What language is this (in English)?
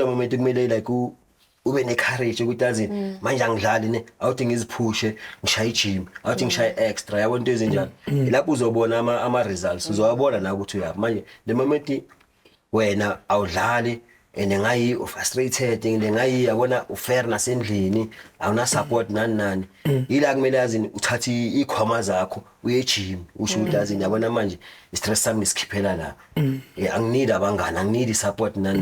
Zulu